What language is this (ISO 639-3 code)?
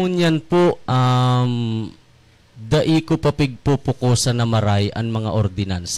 bik